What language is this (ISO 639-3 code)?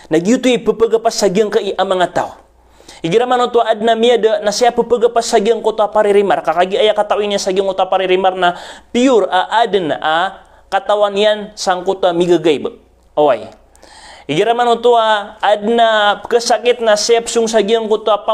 mrw